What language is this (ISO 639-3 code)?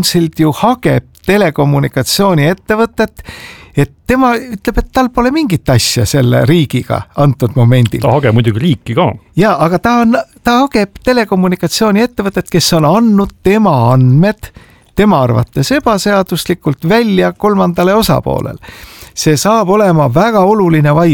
est